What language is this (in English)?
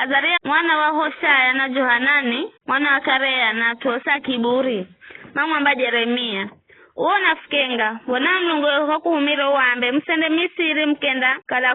Giryama